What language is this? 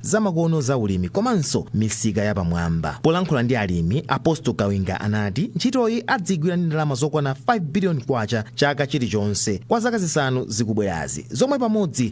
Nyanja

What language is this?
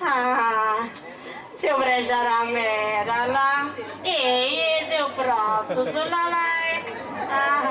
Sardinian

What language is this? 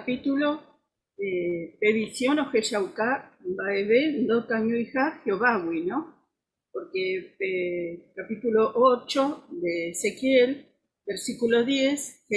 Guarani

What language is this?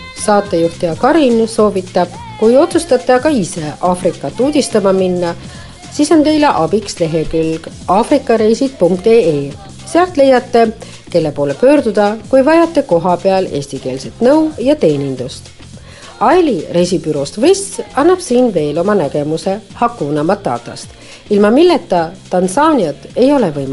Estonian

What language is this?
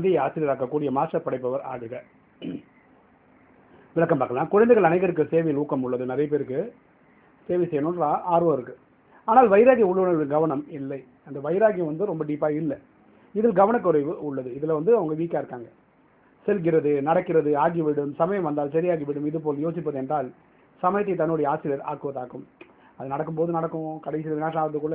Tamil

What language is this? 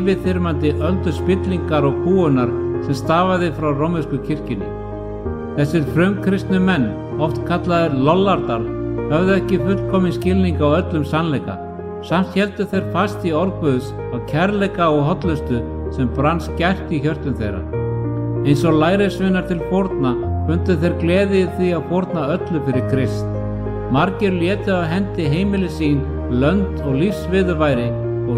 Icelandic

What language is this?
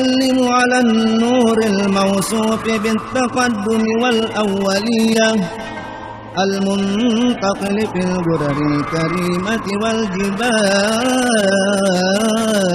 Buginese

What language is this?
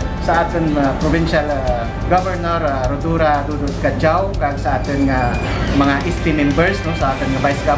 Kinaray-a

